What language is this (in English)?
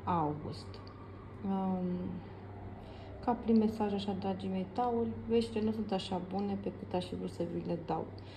Romanian